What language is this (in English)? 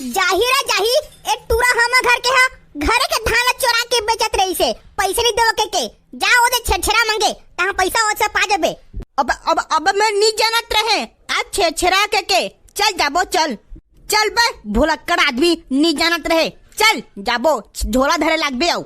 Chhattisgarhi